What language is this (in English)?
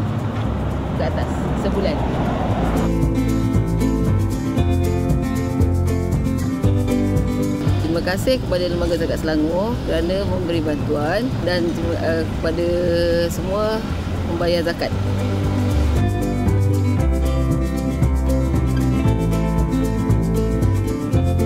Malay